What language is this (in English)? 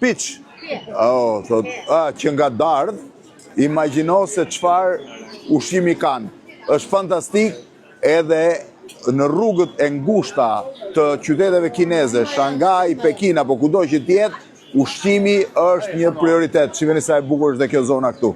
Albanian